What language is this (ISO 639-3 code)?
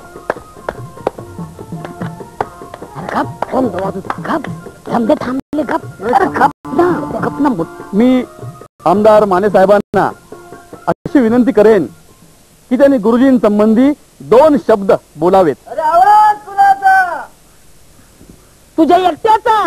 mar